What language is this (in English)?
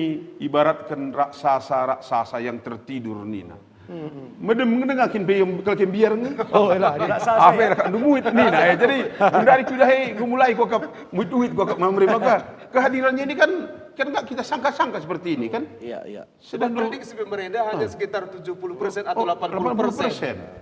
Batak Karo